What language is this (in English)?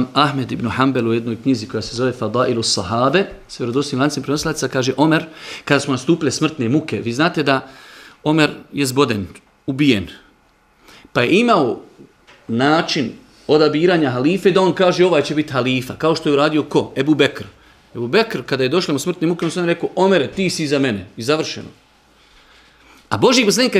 Bosnian